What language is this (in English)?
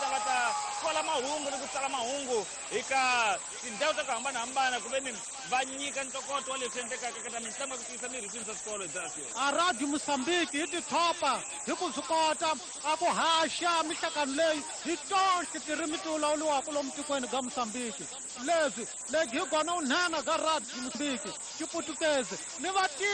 Tsonga